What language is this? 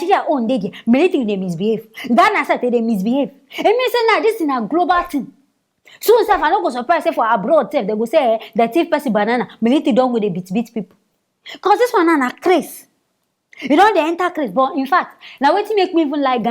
Nigerian Pidgin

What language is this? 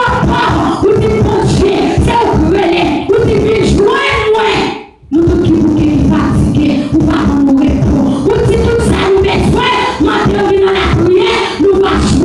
Haitian Creole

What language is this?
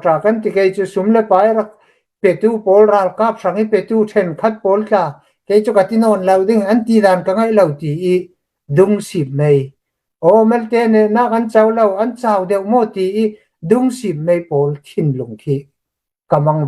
Hakha Chin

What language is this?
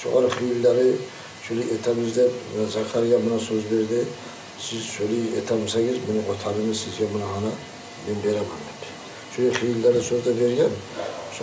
Kumyk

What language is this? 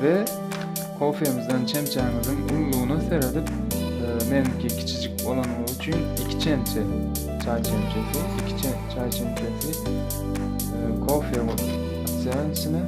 Turkmen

